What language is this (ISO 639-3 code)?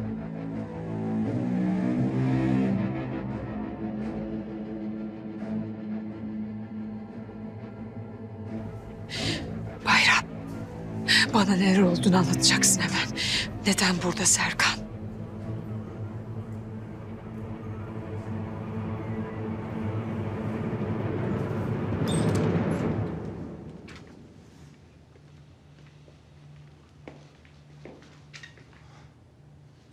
tur